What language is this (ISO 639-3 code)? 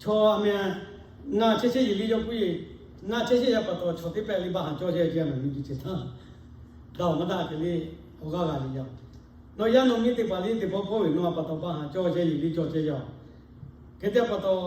lhu